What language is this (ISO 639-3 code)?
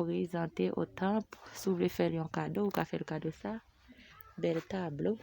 hat